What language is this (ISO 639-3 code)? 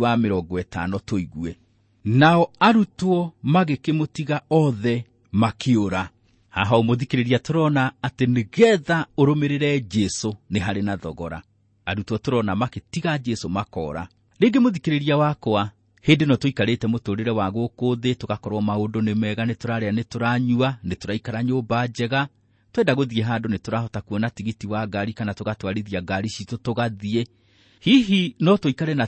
kik